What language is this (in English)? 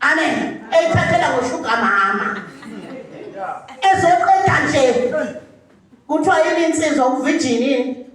Zulu